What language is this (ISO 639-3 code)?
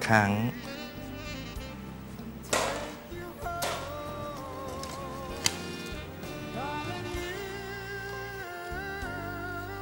tha